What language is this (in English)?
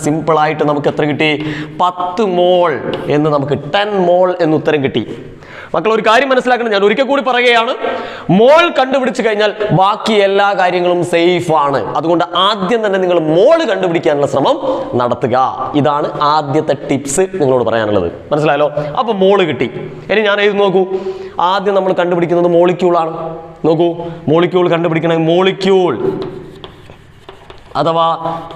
Malayalam